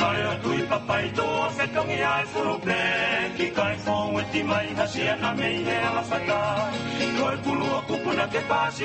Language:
Tongan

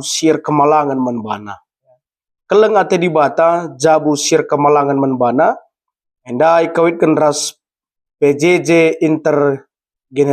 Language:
Batak Karo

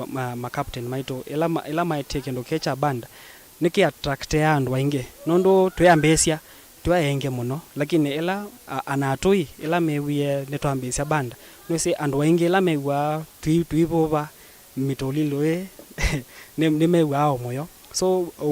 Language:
Kamba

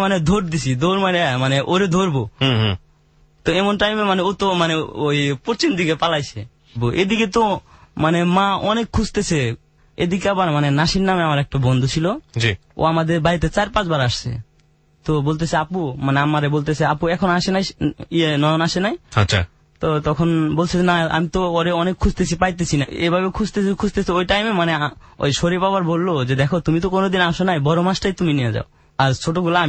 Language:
Bangla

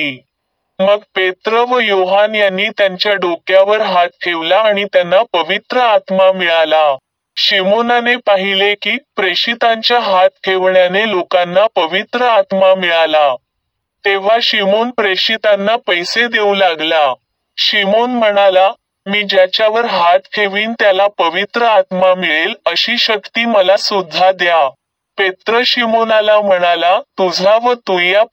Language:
Marathi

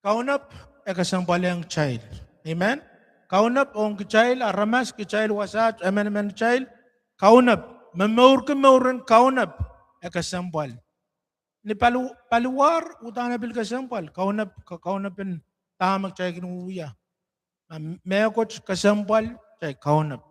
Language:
Pohnpeian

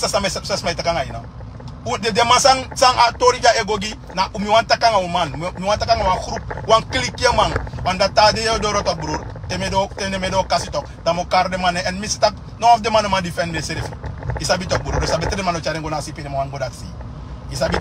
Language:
Sranan Tongo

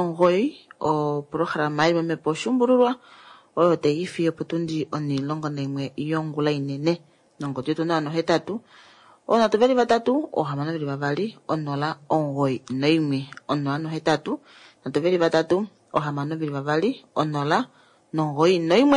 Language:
Kuanyama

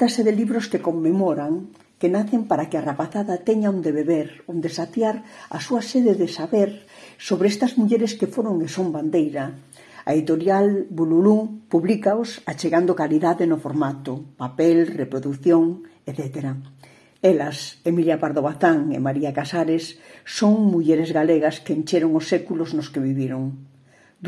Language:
Galician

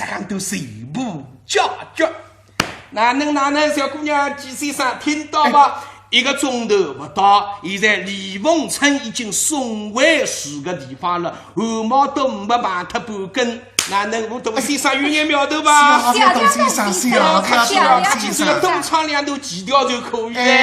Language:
Wu Chinese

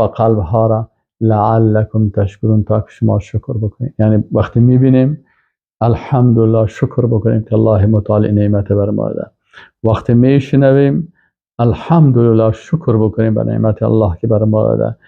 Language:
Persian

